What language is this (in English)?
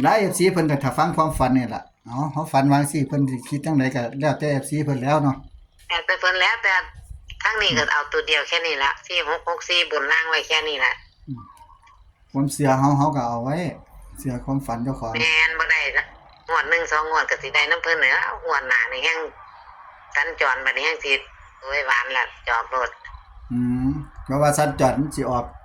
Northeastern Thai